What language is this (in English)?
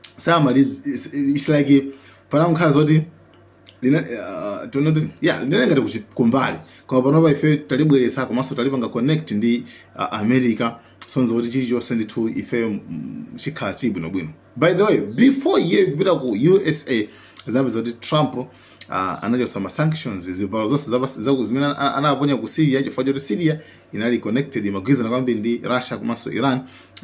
Nyanja